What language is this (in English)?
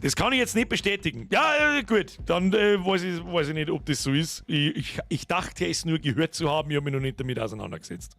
Bavarian